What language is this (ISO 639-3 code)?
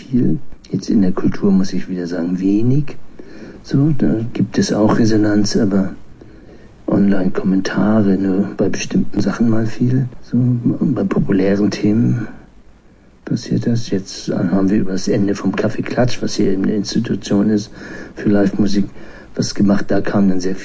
deu